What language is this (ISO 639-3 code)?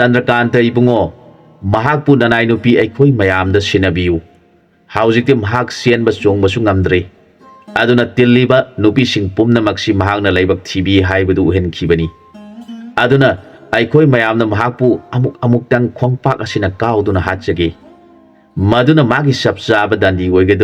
mni